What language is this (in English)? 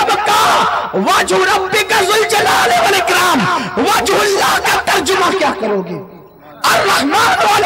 Urdu